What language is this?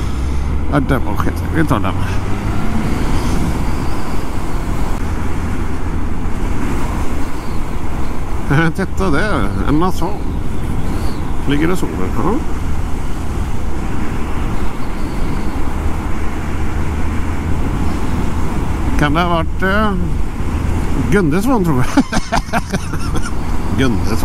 Swedish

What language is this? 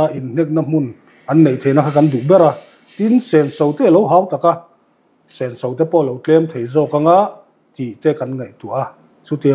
Mizo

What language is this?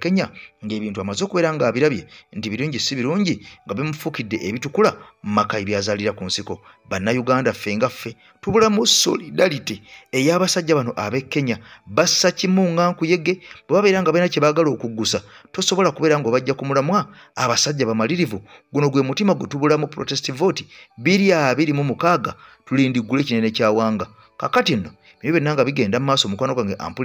Ganda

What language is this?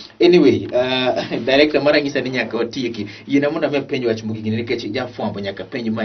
Luo (Kenya and Tanzania)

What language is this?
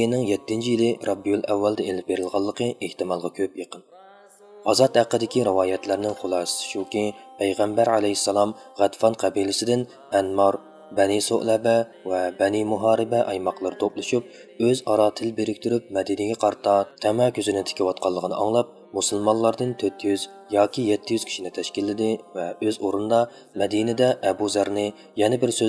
Uyghur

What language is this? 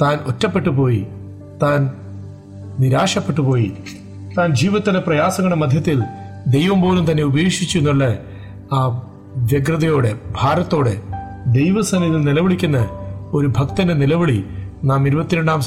Malayalam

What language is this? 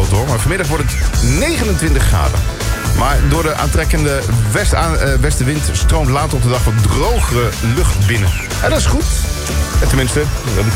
Dutch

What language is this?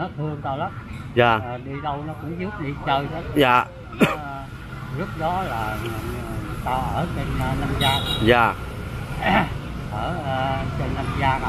Vietnamese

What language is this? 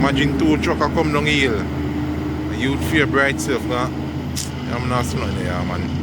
Jamaican Creole English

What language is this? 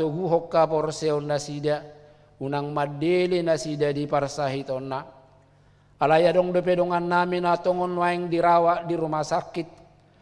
Batak Toba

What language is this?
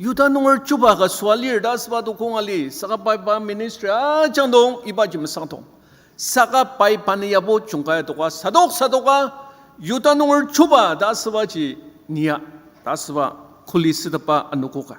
Ao Naga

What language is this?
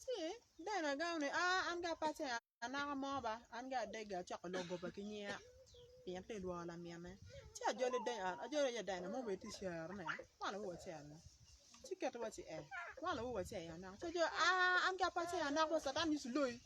Acoli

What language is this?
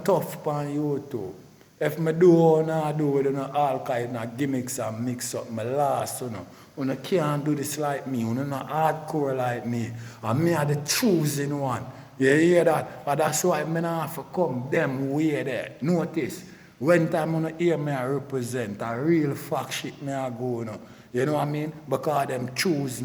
Jamaican Creole English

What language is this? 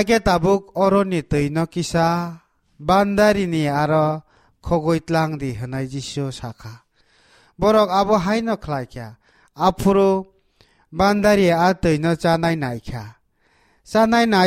Kok Borok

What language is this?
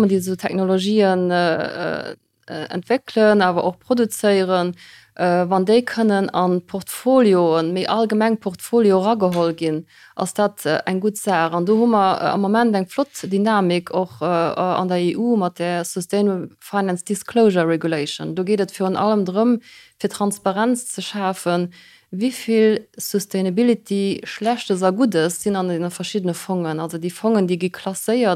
Luxembourgish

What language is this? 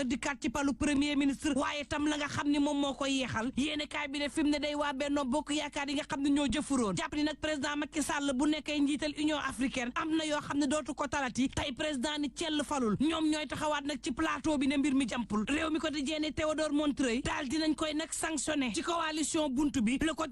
Wolof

